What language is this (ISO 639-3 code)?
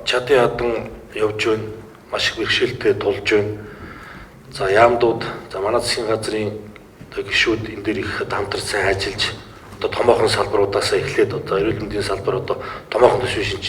mon